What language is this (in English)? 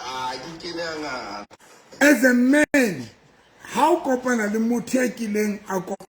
Southern Sotho